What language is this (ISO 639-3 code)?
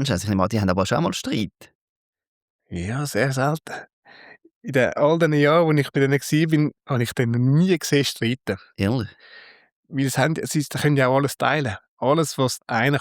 gsw